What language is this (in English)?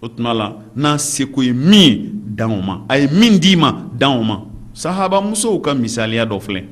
Bambara